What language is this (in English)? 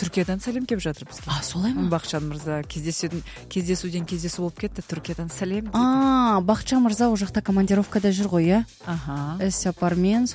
Kazakh